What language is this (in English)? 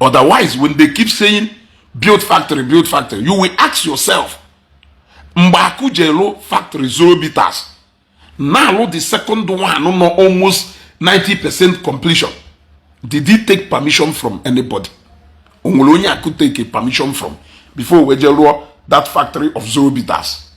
Igbo